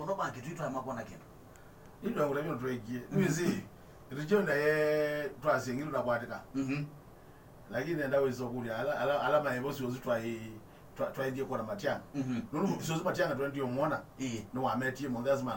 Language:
Kamba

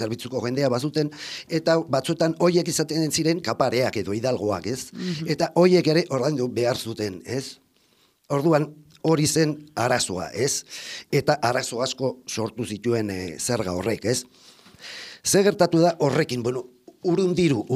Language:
Basque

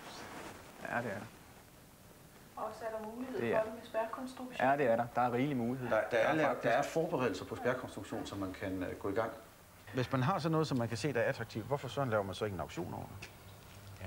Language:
Danish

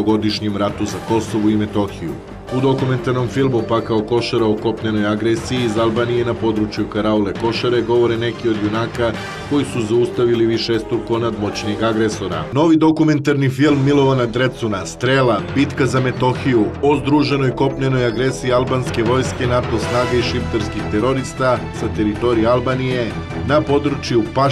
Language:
Serbian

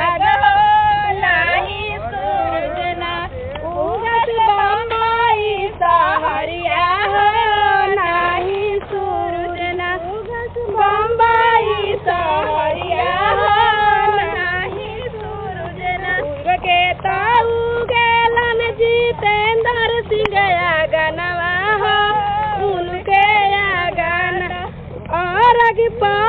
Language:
Bhojpuri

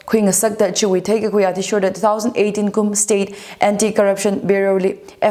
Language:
Tangkhul Naga (India)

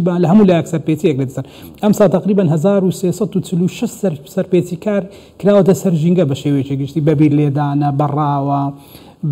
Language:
Central Kurdish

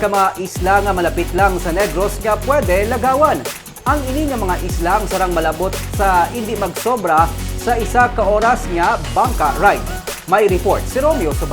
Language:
Hiligaynon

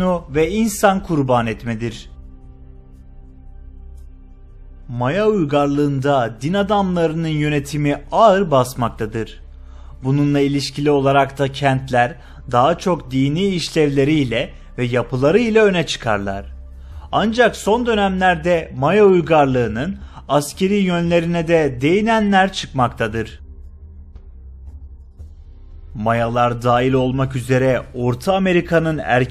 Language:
Turkish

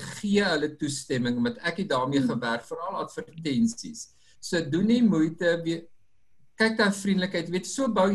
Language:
Afrikaans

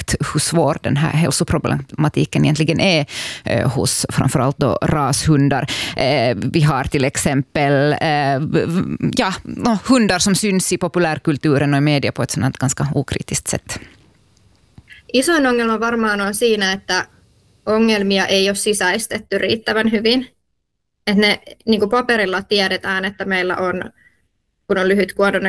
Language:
Swedish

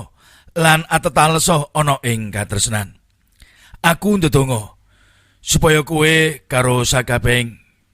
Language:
Javanese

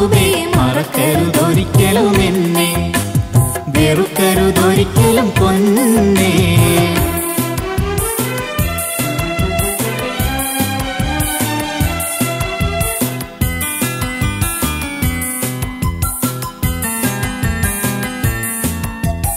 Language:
Malayalam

